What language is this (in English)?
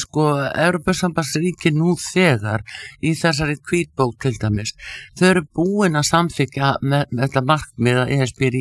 Icelandic